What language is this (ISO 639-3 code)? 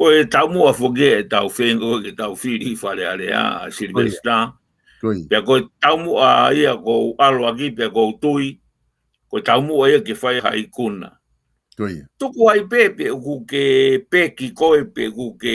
ton